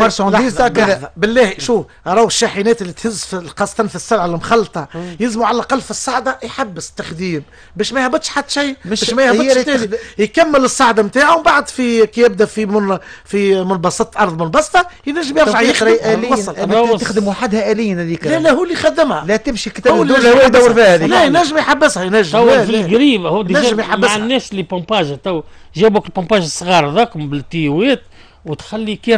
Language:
Tunisian Arabic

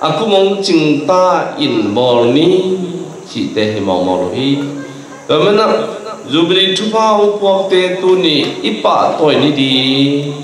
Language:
Tedim Chin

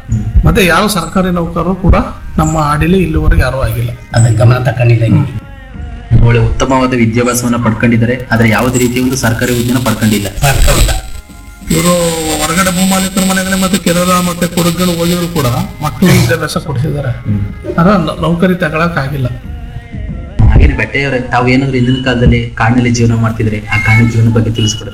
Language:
Kannada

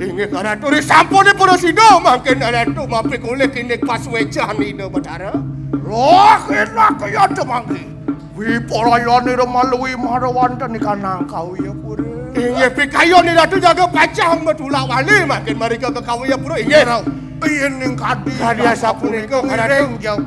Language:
Balinese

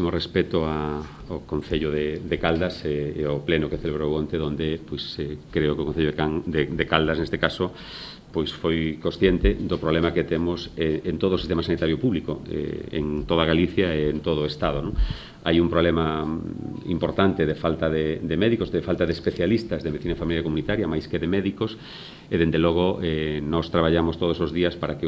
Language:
Galician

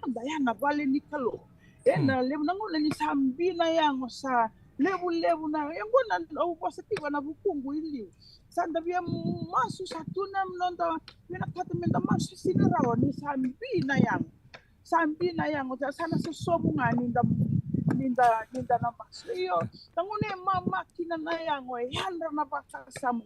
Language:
Fijian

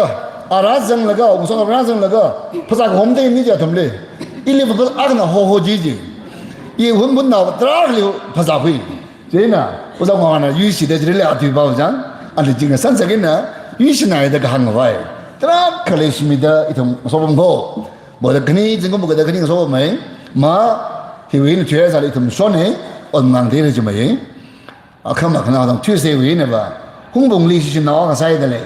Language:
Tangkhul Naga (India)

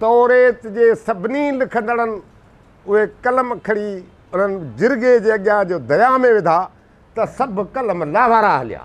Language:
Sindhi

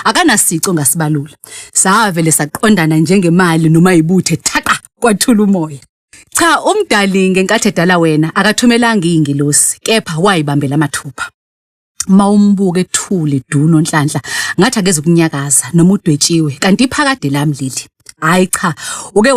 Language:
Zulu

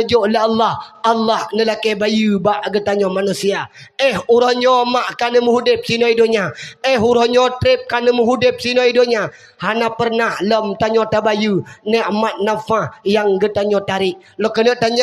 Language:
Achinese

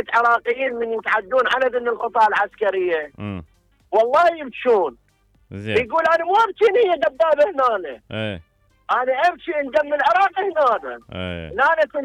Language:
Mesopotamian Arabic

